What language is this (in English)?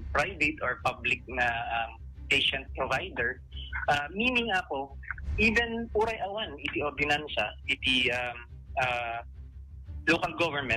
Iloko